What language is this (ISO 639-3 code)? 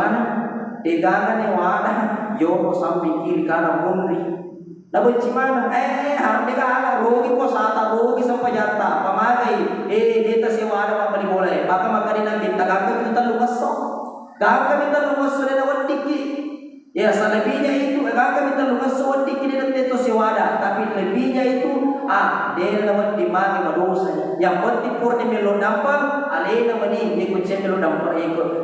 bug